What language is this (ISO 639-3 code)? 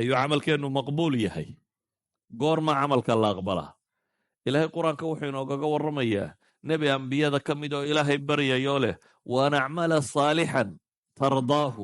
som